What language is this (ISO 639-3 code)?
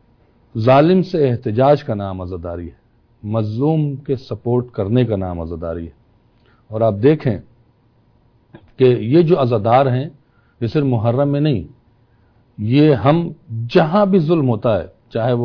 urd